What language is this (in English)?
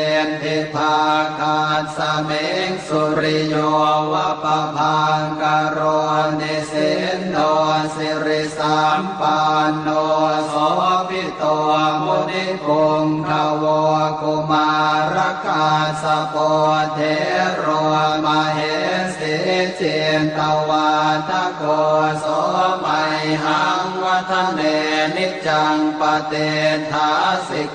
Pali